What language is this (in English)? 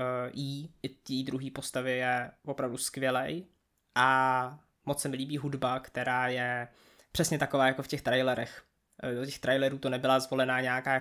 Czech